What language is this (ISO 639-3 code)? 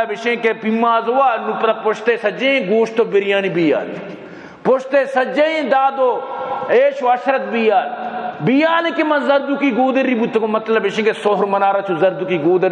bal